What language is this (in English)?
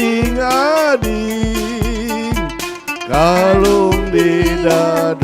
Banjar